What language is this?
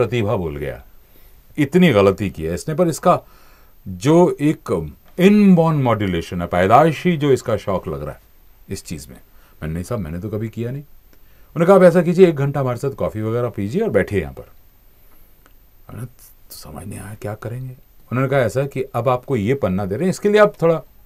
Hindi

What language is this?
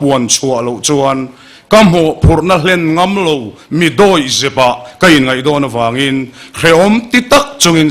Mizo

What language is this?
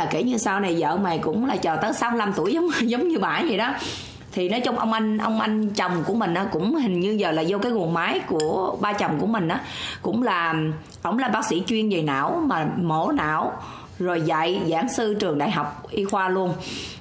Vietnamese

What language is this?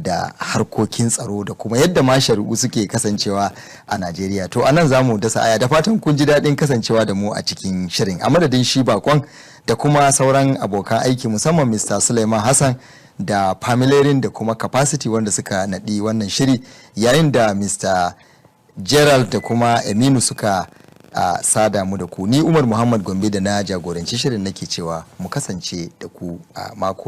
Hausa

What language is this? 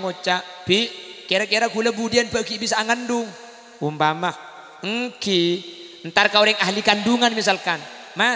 Madurese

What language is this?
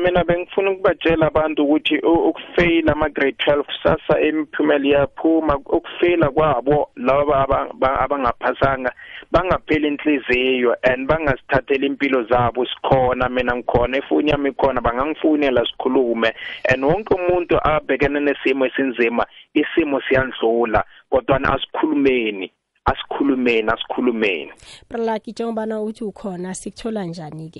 South Ndebele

